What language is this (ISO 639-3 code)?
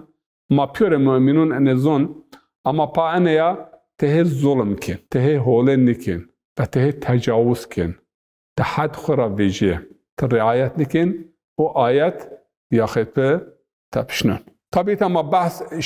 zza